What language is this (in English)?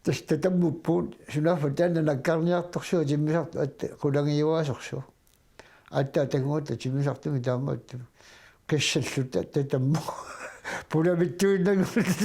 Kalaallisut